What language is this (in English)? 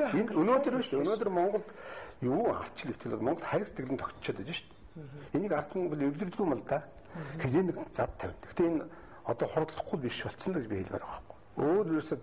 Mongolian